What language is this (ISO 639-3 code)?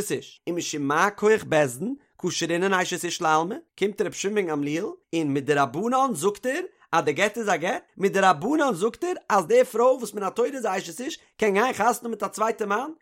yid